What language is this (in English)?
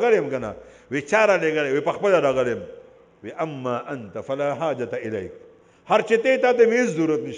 Pashto